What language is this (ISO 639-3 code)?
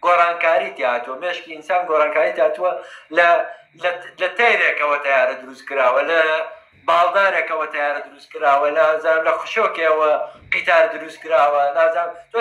ckb